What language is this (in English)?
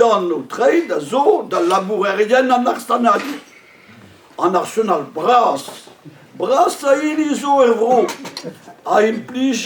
Breton